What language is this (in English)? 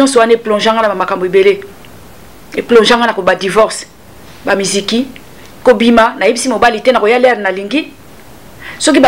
Lingala